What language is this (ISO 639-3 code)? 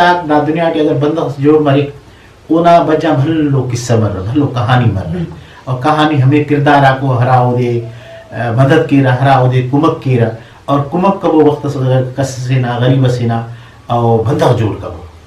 brh